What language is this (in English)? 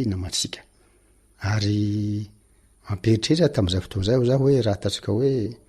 Malagasy